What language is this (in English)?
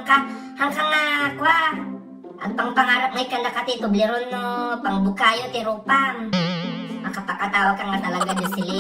Iloko